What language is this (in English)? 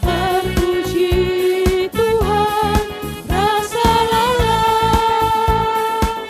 Batak Karo